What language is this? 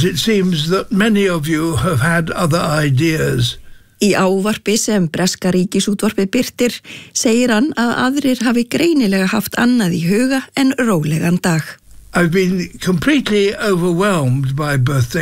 Icelandic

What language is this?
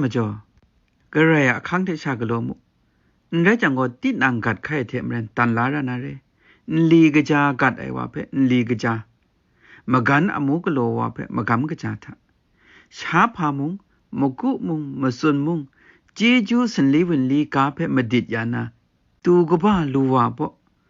Kachin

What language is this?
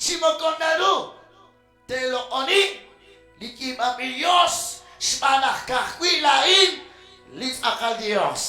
Kekchí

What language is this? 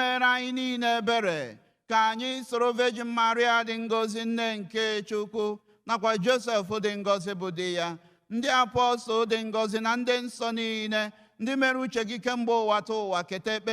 Igbo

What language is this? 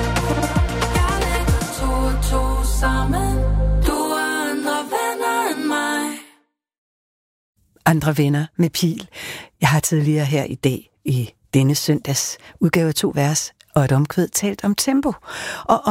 Danish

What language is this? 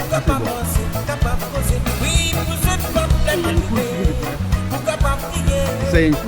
Réunion Creole French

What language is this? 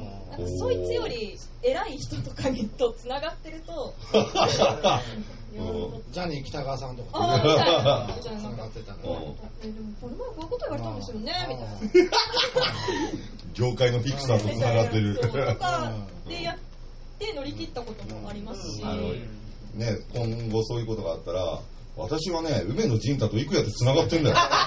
Japanese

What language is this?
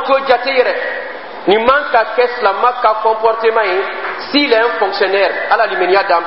Dyula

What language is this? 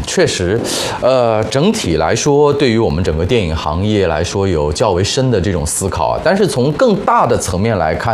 Chinese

